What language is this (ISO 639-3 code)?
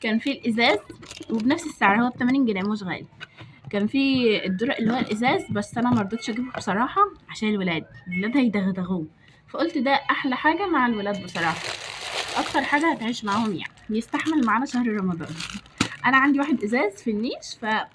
arz